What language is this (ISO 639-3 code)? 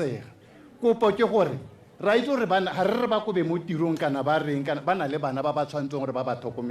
tsn